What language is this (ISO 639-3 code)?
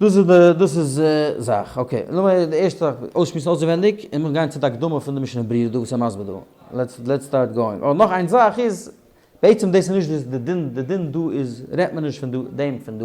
yid